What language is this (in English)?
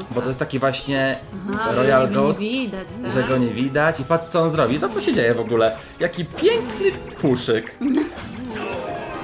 Polish